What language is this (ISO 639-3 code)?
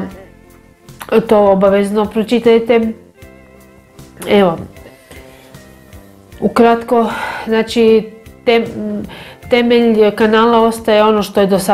hrv